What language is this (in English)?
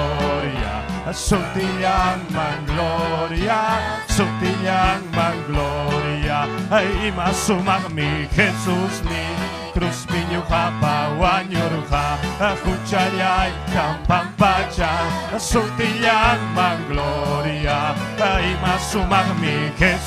Ayacucho Quechua